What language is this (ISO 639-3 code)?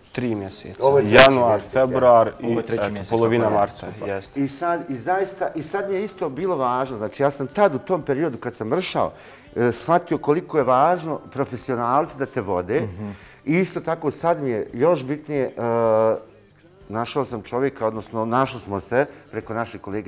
bos